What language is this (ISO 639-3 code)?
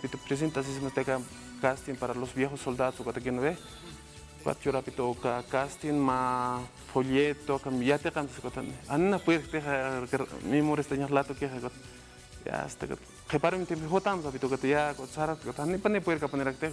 aym